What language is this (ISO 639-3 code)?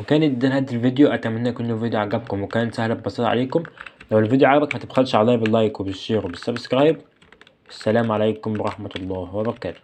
arz